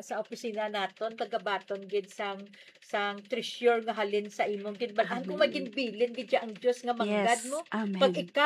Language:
Hiligaynon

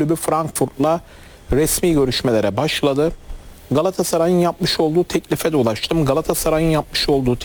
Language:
Turkish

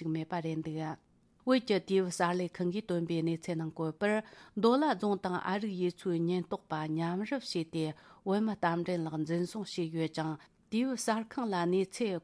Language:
Tibetan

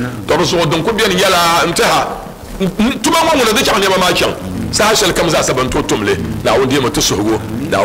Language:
Dagbani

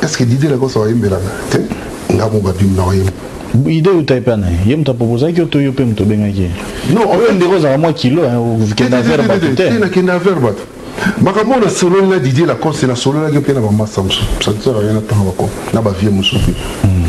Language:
Lingala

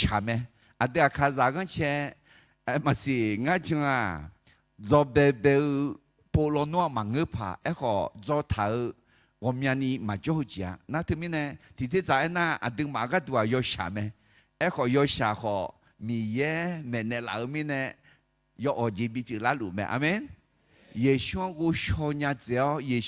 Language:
Akha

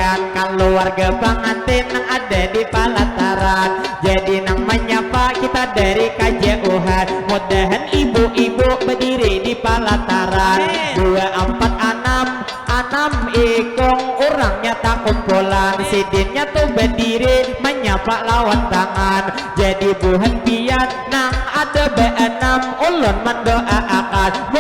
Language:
Banjar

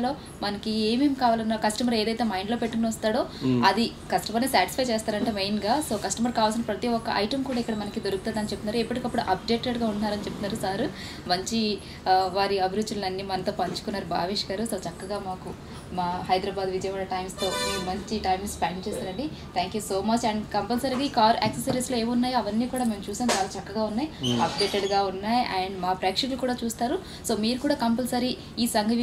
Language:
Telugu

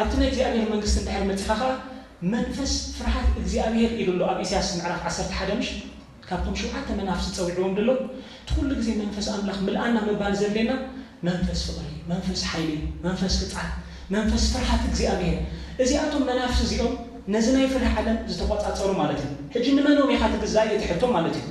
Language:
Tigrinya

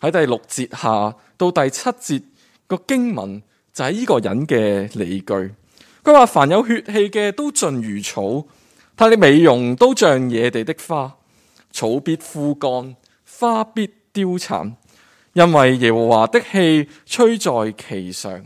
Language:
Cantonese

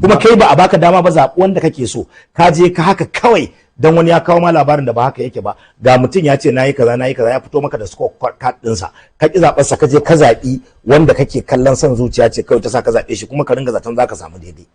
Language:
Hausa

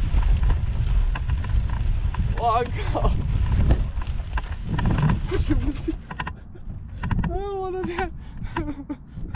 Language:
Chinese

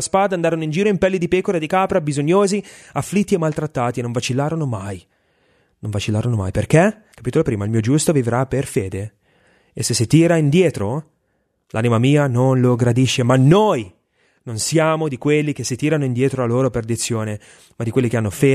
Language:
Italian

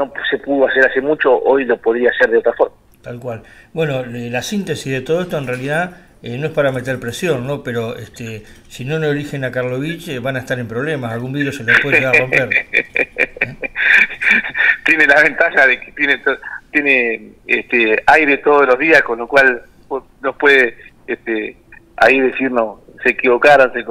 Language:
Spanish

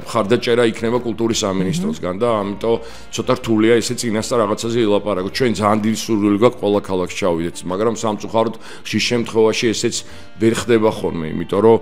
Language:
Georgian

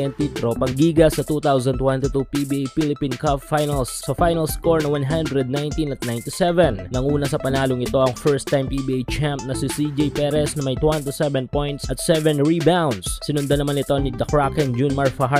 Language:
Filipino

